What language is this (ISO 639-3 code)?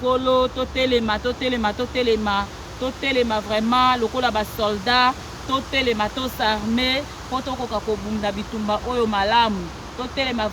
lin